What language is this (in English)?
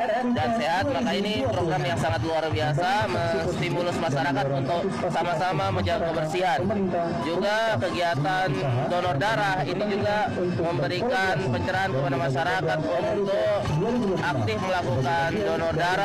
Indonesian